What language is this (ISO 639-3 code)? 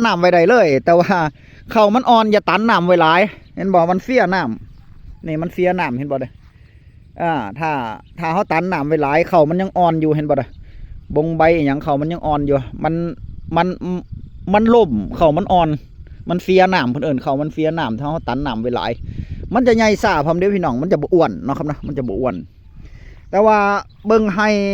tts